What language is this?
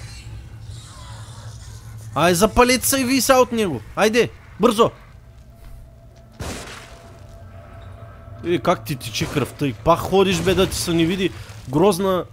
Bulgarian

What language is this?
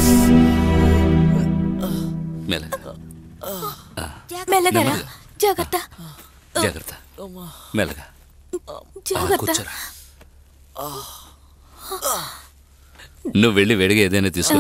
Telugu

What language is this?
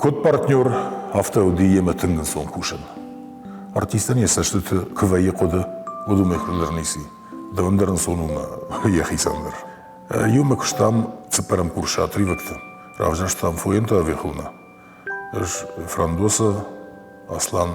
Ossetic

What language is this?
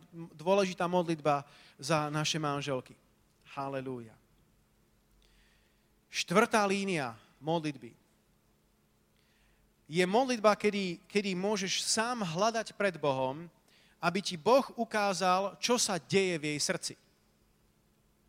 Slovak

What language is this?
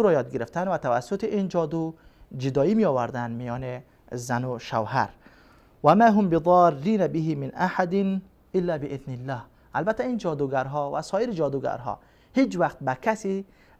Persian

